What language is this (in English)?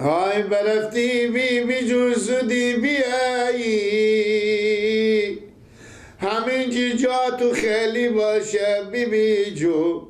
Persian